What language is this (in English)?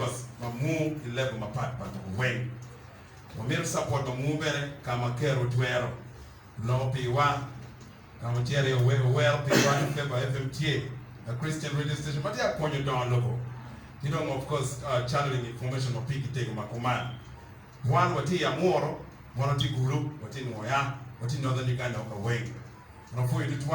Acoli